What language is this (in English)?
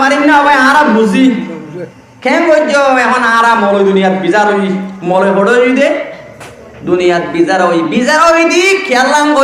Rohingya